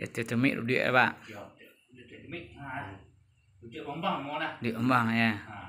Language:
Minangkabau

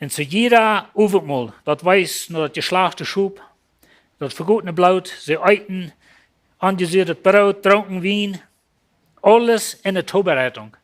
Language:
Plautdietsch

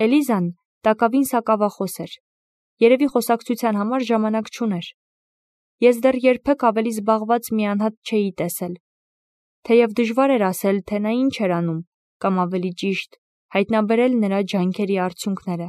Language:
Armenian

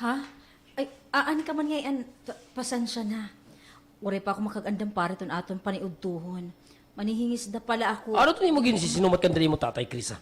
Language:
Waray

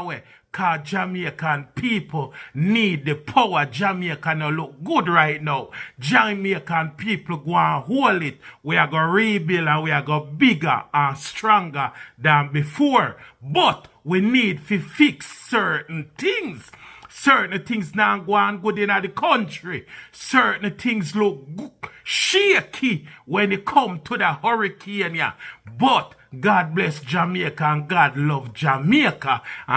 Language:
Jamaican Creole English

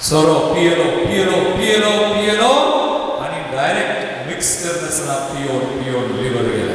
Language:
Konkani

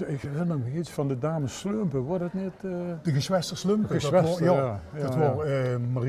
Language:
Limburgish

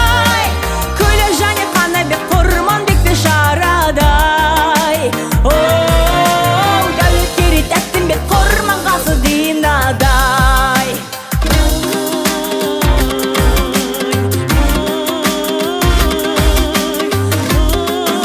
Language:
Kazakh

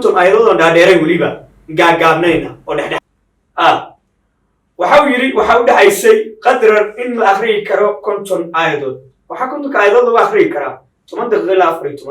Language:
Somali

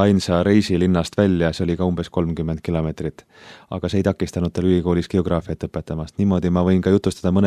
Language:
Estonian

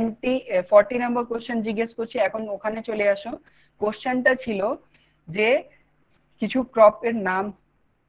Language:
Bangla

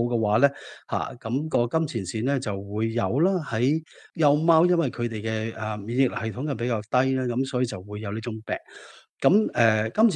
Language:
Cantonese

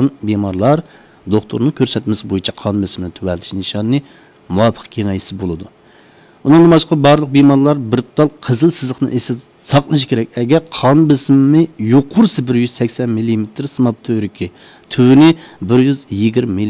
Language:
Uyghur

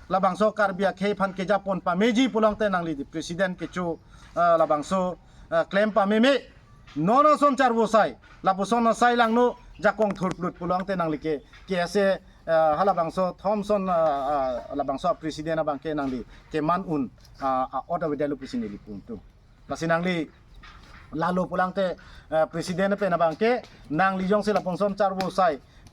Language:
Karbi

